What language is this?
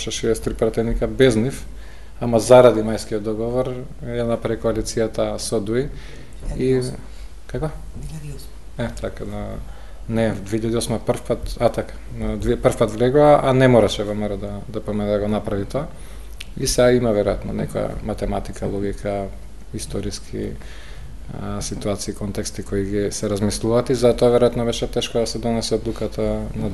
Macedonian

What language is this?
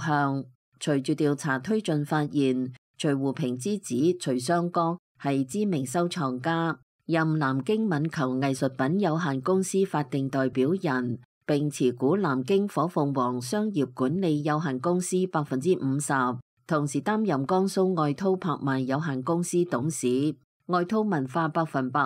Cantonese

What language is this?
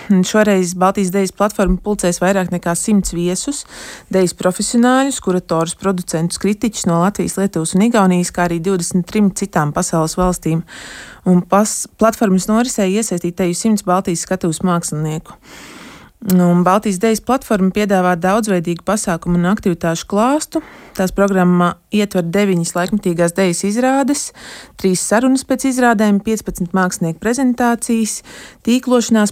Latvian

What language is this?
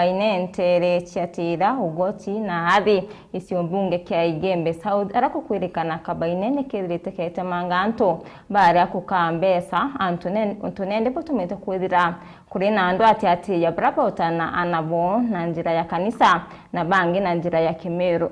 Meru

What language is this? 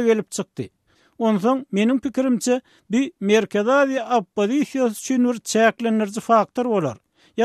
Turkmen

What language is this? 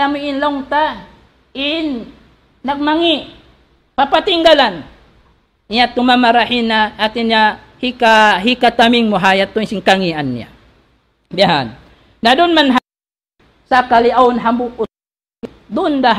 Tausug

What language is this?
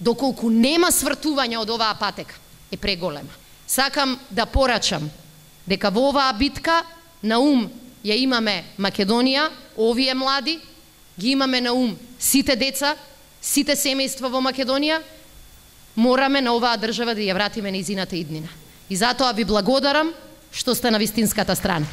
Macedonian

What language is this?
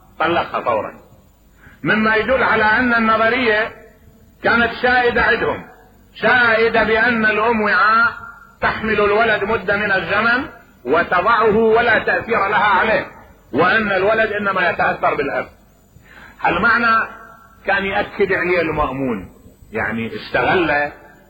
Mesopotamian Arabic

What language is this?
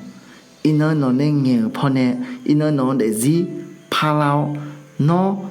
Akha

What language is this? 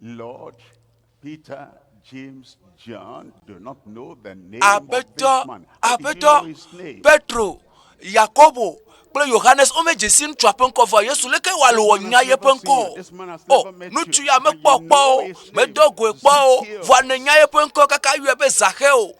Ewe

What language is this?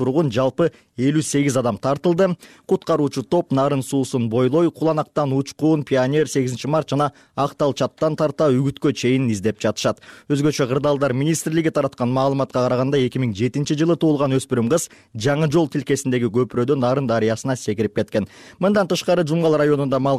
Kyrgyz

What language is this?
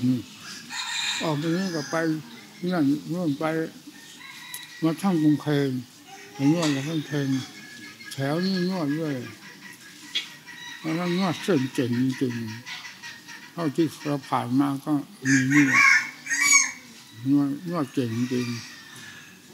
Thai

